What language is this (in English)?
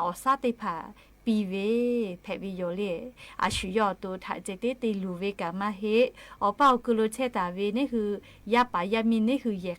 Lahu